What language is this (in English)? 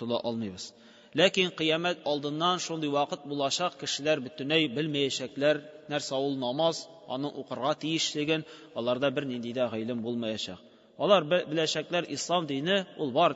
Tatar